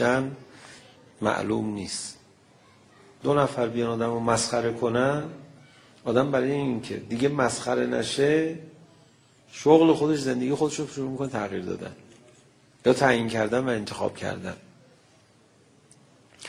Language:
Persian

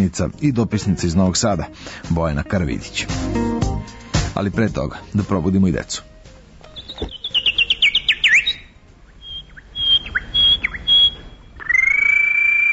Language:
Serbian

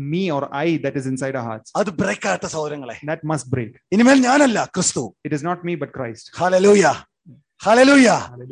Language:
Malayalam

